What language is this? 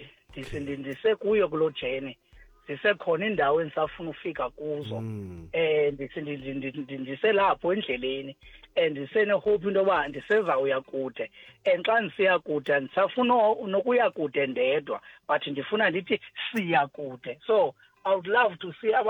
Xhosa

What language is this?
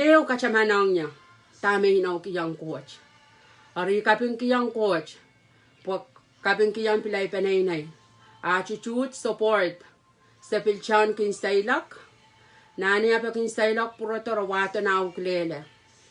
Pohnpeian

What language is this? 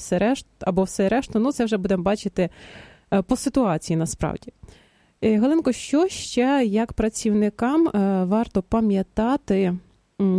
Ukrainian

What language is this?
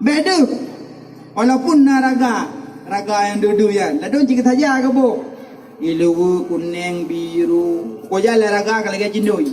Achinese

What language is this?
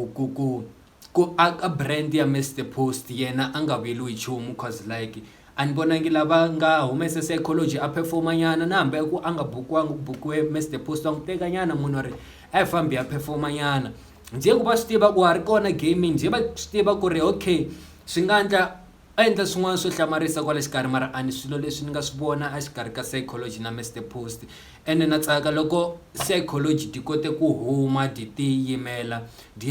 Tsonga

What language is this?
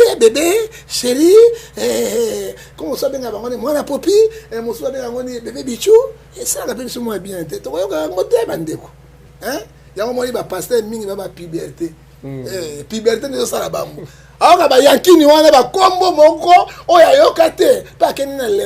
Lingala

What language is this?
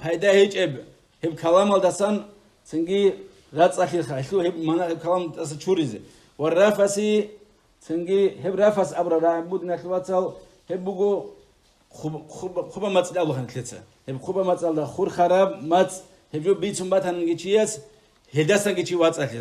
Avaric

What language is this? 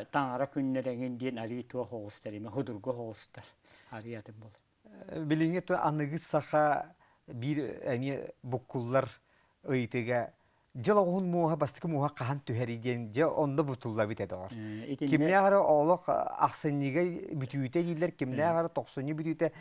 Yakut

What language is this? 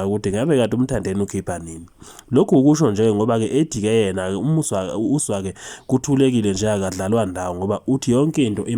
Zulu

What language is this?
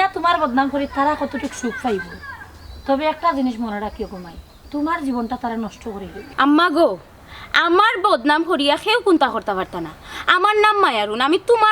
Sylheti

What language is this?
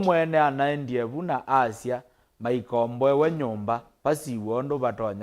Kamba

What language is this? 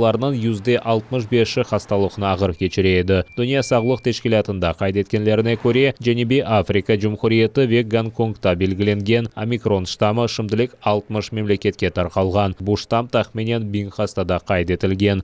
Crimean Tatar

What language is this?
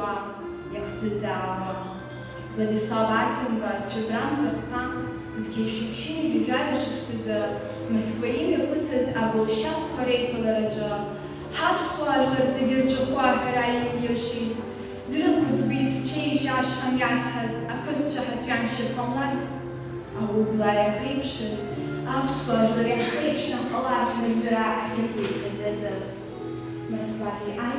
Abkhazian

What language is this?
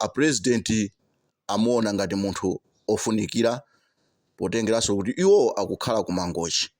Nyanja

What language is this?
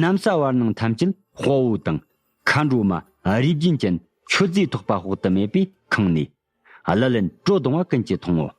Tibetan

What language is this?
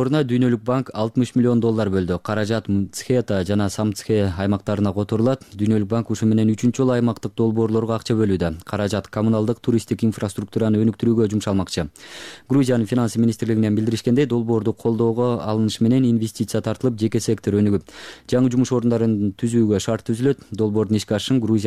Kyrgyz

